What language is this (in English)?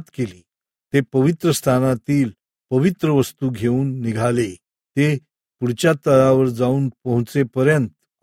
Marathi